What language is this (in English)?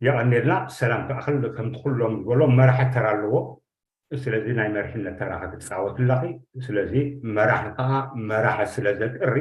Tigrinya